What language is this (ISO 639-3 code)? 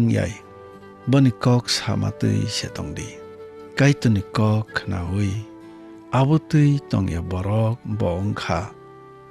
trp